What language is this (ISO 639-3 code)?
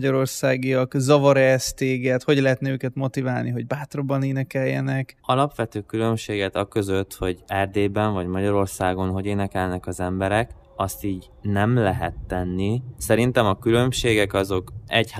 hun